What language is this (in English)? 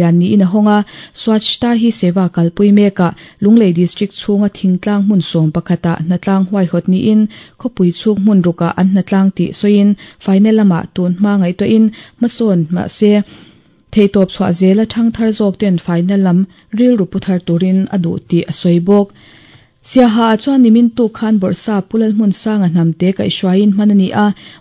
Mizo